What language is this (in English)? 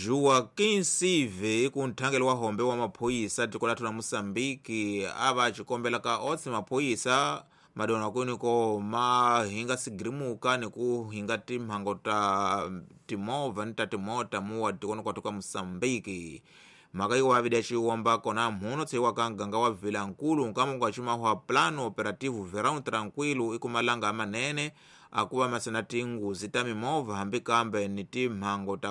Tsonga